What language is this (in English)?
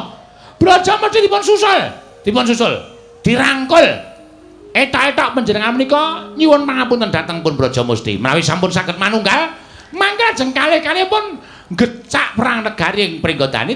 Javanese